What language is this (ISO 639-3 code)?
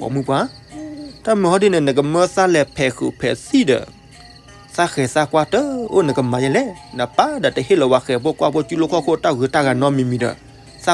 ksw